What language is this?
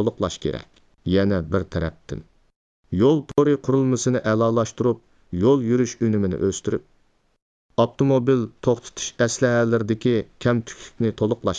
Uyghur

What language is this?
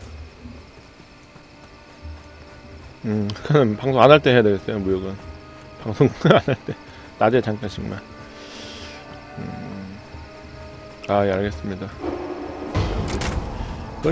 Korean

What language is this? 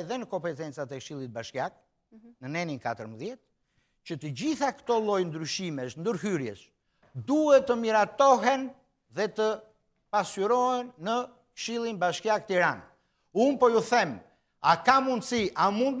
Albanian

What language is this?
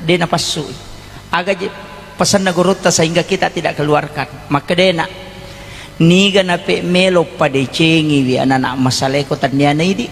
Buginese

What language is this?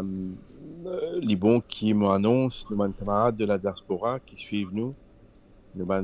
Morisyen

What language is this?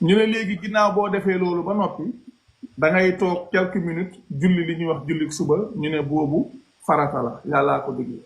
Wolof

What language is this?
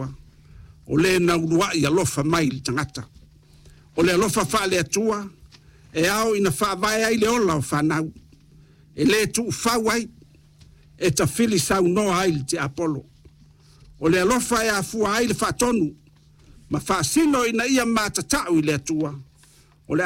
Samoan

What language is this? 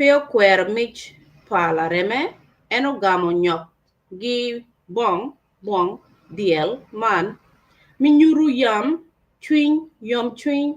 Acoli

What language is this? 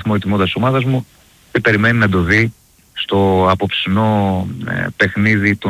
Greek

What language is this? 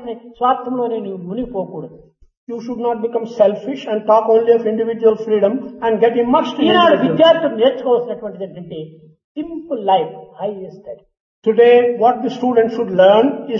Telugu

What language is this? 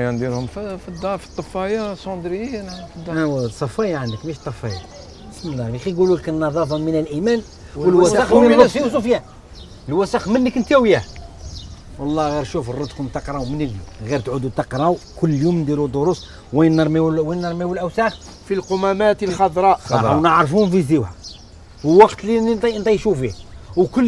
Algerian Arabic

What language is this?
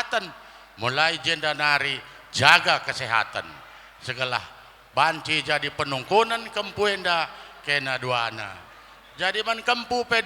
Batak Karo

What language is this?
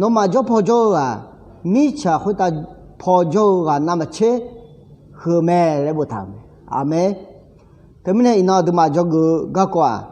Akha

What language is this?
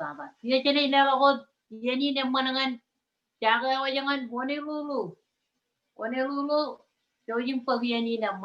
Marshallese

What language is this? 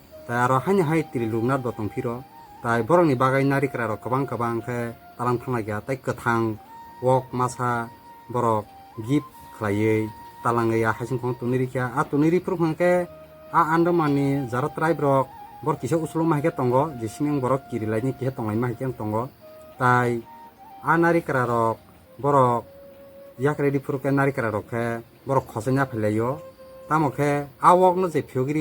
Kok Borok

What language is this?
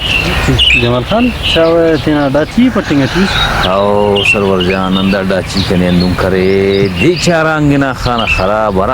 Brahui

